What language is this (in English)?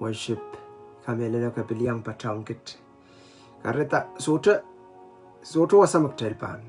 Pohnpeian